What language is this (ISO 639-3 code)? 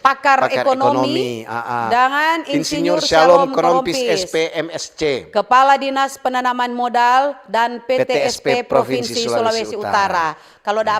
xmm